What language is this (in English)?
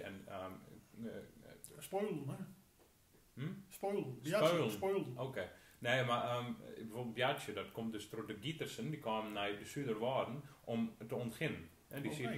Gronings